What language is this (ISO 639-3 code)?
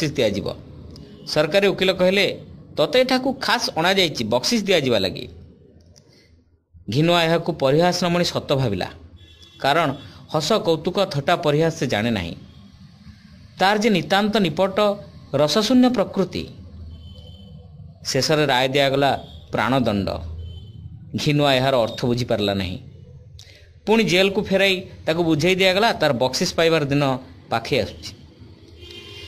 ori